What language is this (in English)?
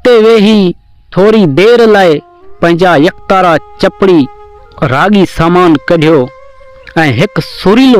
Sindhi